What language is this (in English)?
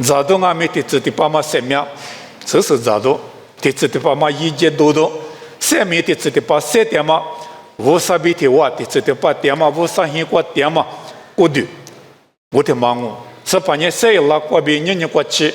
Lisu